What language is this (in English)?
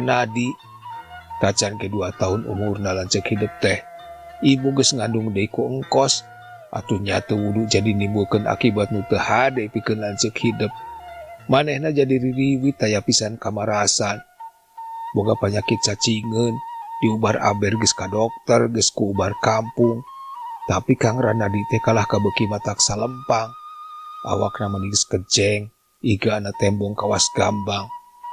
Sundanese